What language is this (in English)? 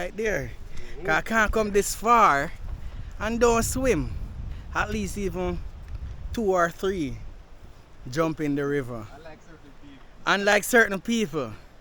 Jamaican Creole English